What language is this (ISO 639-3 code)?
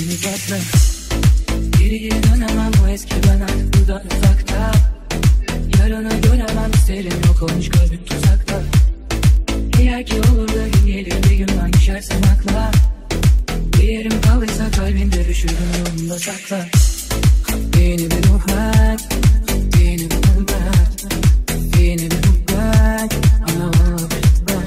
tur